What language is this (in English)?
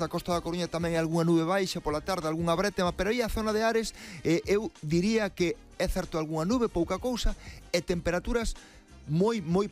Galician